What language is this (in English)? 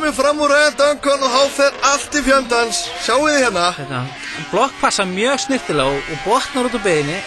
Icelandic